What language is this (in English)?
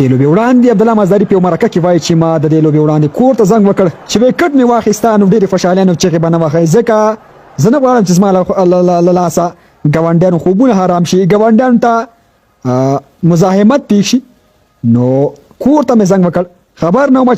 Pashto